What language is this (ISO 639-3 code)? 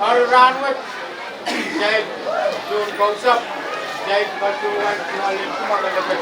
pon